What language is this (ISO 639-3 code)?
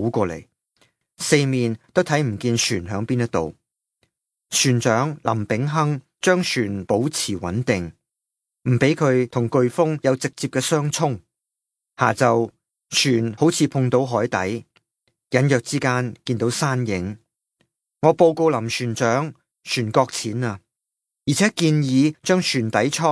yue